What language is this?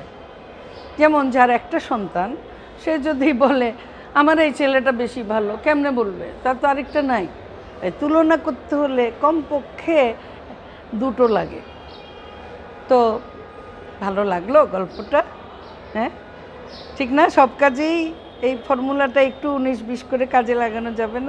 Bangla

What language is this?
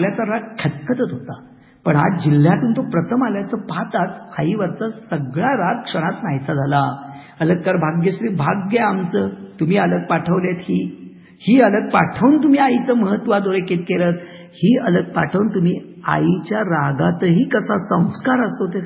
Marathi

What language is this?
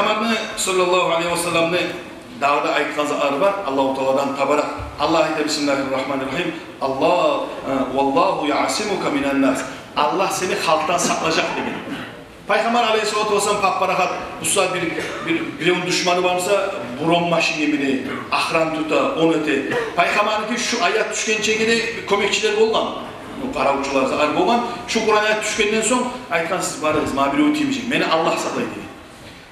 Kumyk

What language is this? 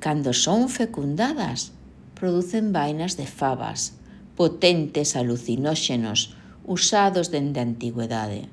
Galician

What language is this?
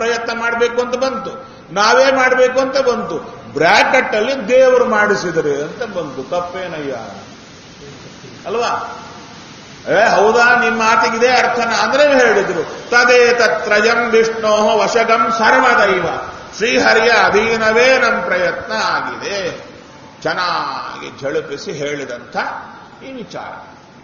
Kannada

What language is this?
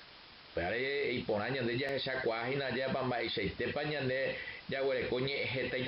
Guarani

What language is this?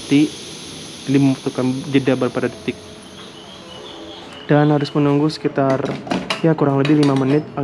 Indonesian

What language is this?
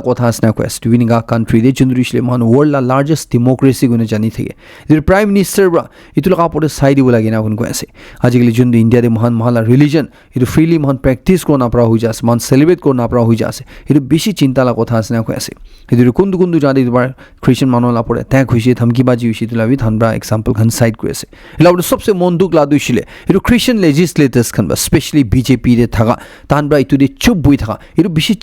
Naga Pidgin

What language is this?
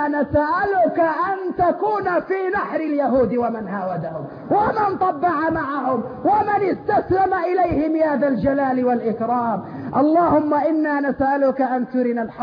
Arabic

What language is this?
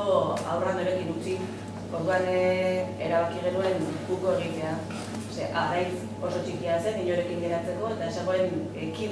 Basque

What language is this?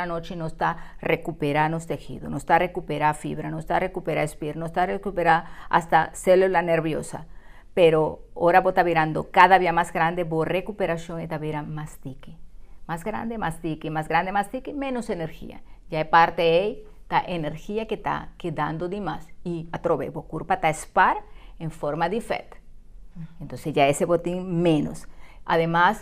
Papiamento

